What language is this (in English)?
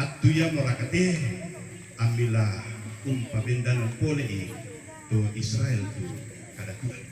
Toraja-Sa'dan